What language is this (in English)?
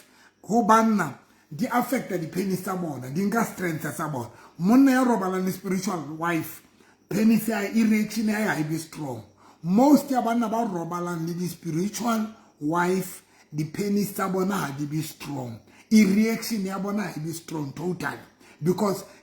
Southern Sotho